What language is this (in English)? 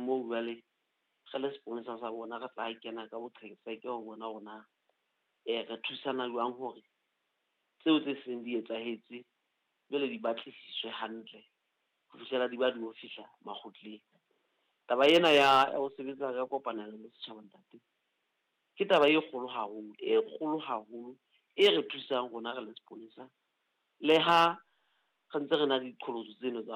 Southern Sotho